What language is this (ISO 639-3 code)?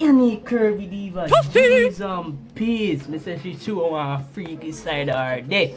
jam